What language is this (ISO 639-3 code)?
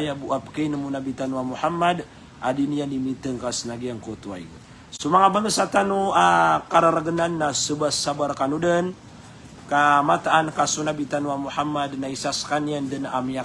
mrw